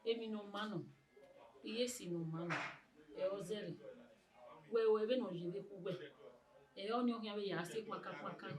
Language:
Bini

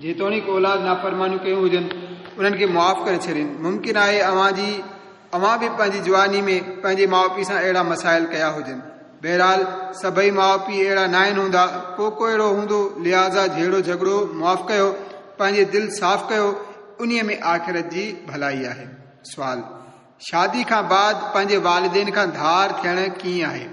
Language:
Sindhi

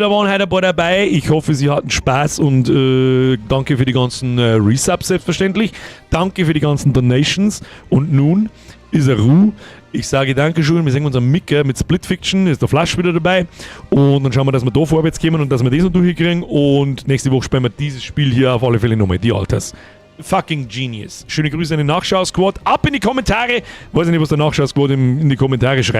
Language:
Bavarian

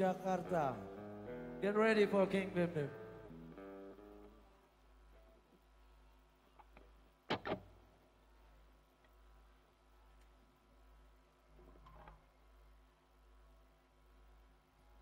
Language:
Indonesian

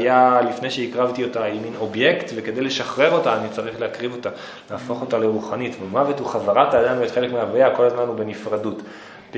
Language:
Hebrew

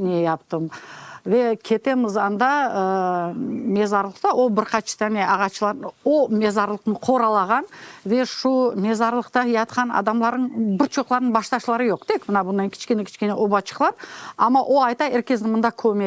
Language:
Crimean Tatar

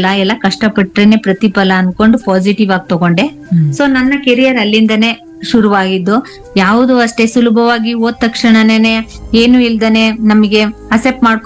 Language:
Kannada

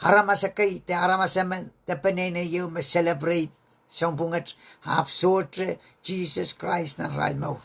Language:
Pohnpeian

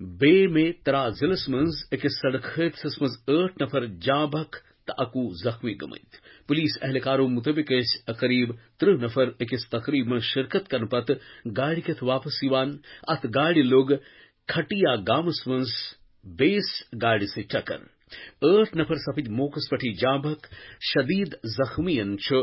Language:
Kashmiri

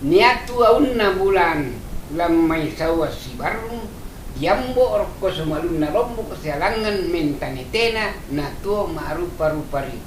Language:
Toraja-Sa'dan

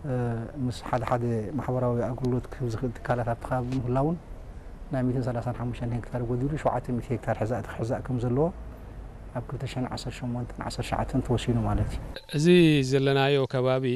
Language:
Tigrinya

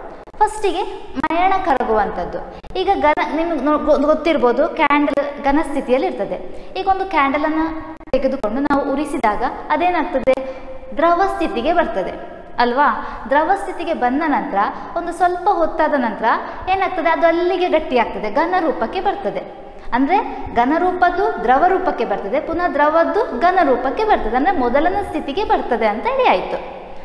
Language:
Kannada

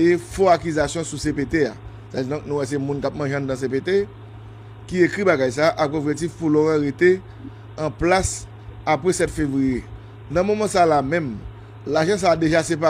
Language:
Haitian Creole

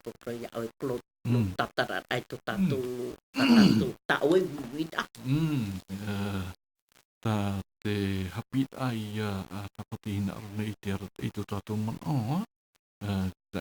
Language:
Tahitian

